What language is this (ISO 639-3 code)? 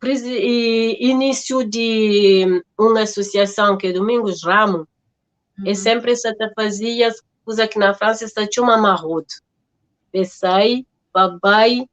kea